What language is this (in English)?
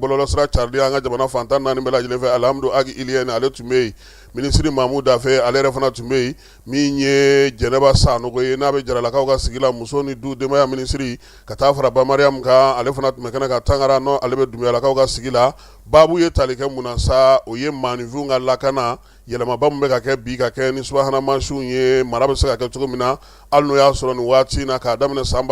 Bambara